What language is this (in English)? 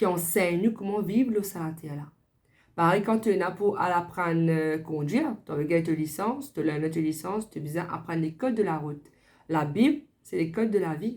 Morisyen